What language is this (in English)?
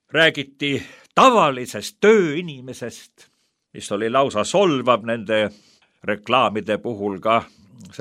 Estonian